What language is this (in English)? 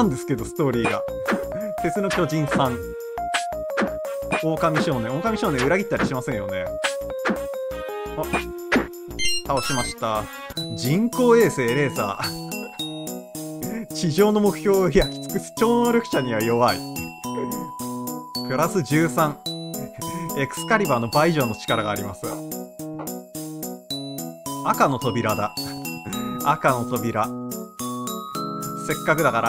Japanese